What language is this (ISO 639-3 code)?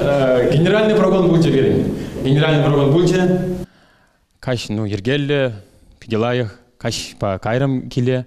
chv